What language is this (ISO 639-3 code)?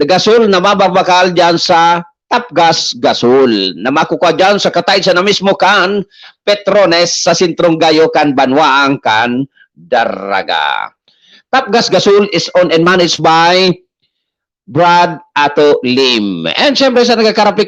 bik